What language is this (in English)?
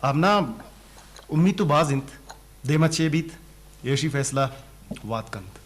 Eastern Balochi